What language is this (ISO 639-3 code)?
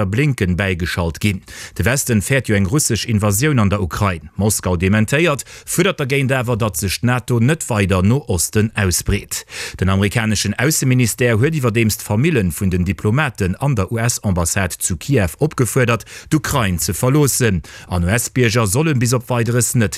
ltz